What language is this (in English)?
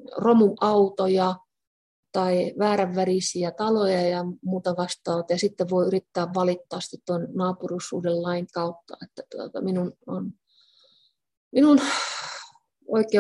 Finnish